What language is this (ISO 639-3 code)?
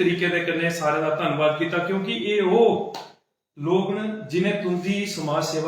doi